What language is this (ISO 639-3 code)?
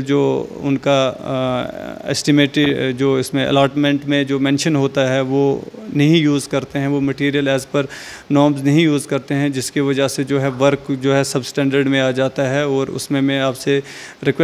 hin